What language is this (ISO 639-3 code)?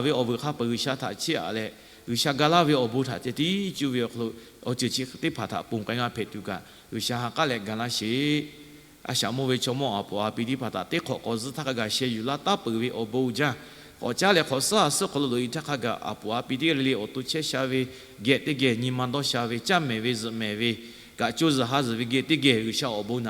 lhu